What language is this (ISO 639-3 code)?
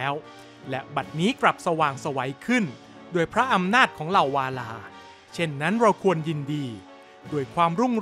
tha